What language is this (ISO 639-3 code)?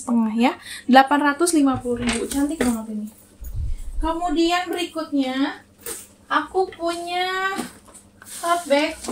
ind